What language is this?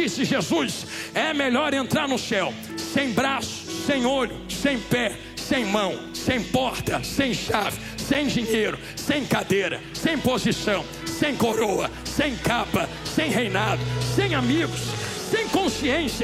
Portuguese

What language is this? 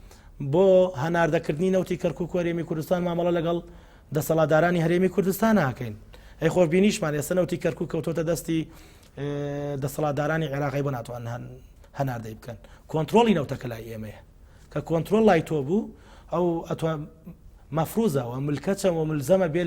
Central Kurdish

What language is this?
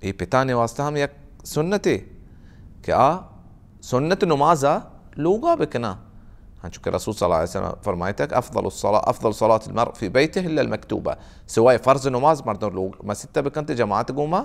Baluchi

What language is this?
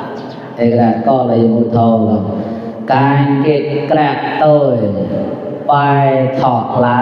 Mon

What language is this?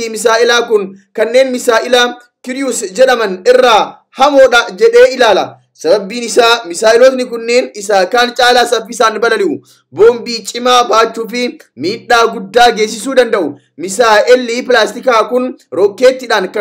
Oromo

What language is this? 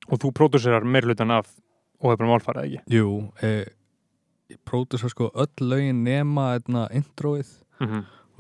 Icelandic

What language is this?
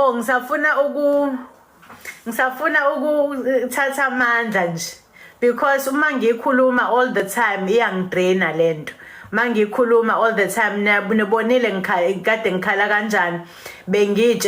Zulu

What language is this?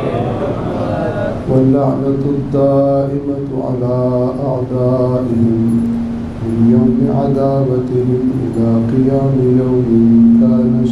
Urdu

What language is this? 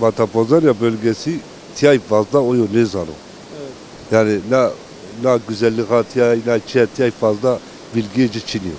Zaza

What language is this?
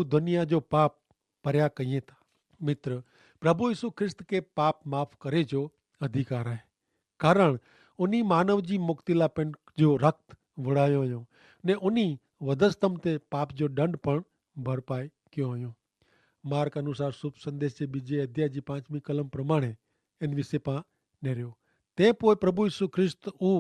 Kachhi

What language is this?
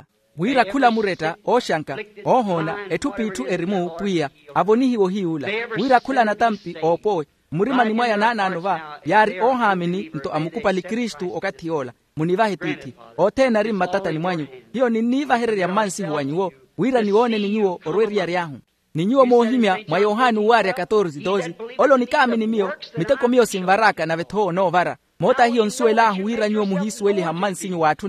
Makhuwa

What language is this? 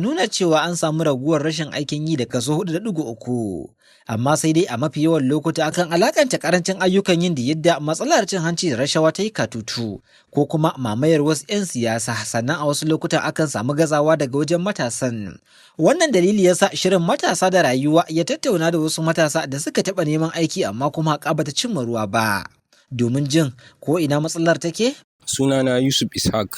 Hausa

